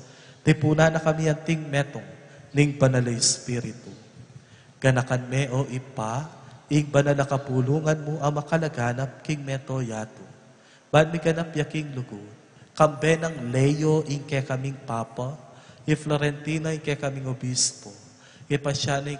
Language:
Pampanga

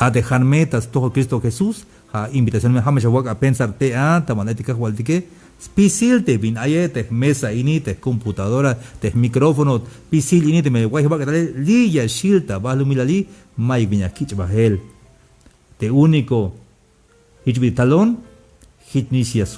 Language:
Tzeltal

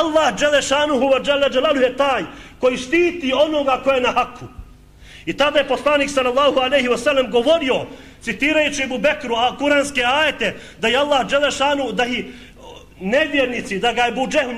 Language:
Bosnian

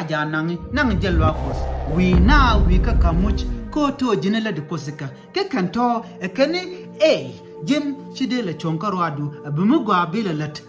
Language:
Nuer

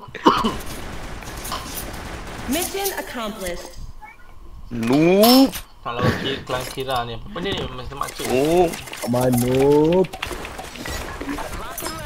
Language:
Malay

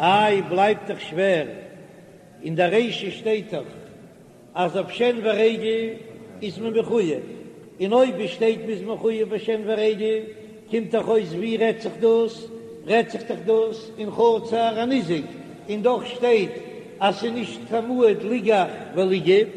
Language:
Yiddish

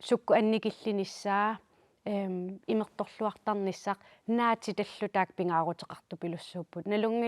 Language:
Kalaallisut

